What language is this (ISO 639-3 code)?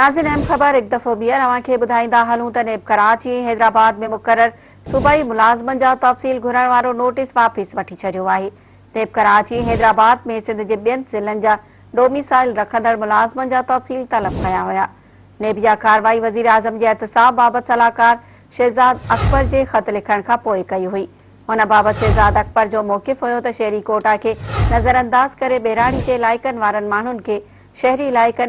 snd